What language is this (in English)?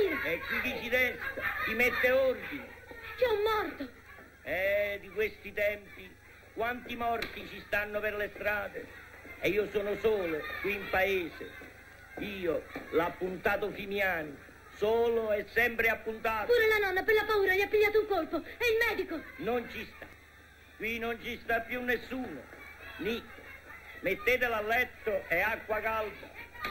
Italian